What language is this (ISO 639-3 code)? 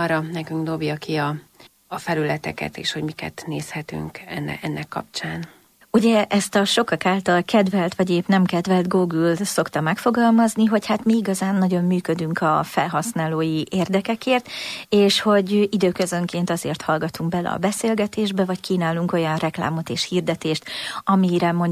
hun